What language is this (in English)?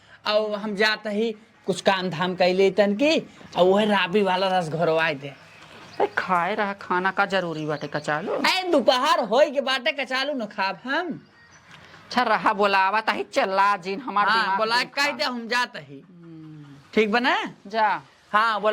Awadhi